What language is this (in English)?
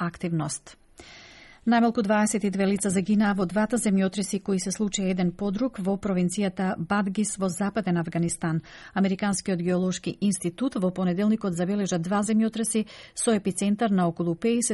Macedonian